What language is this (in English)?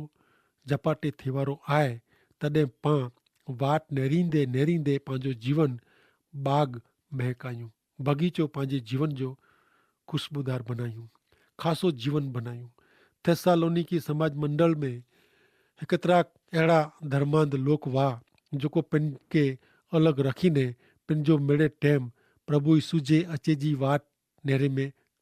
Kachhi